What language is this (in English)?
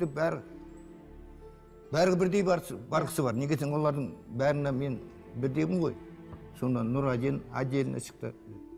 Kazakh